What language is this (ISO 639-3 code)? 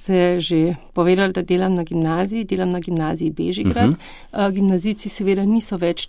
slv